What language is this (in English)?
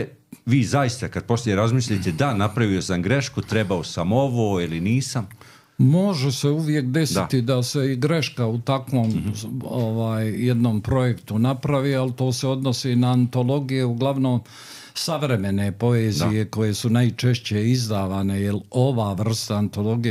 Croatian